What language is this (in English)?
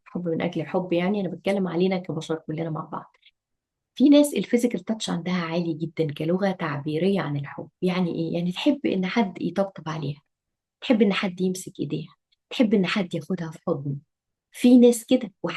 Egyptian Arabic